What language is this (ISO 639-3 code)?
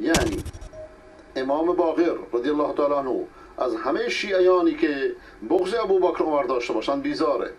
fas